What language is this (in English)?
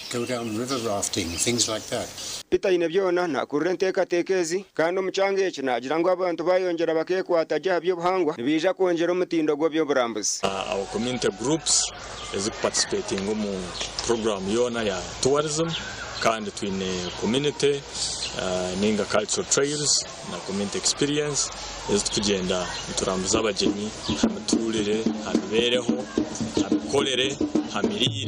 Nyankole